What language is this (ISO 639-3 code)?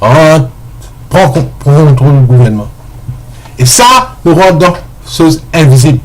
mfe